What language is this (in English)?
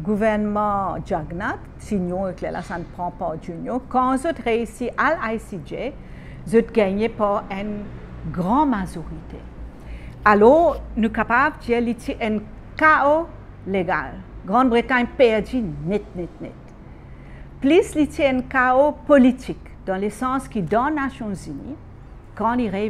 Morisyen